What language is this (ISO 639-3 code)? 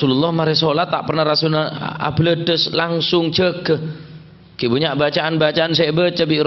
mad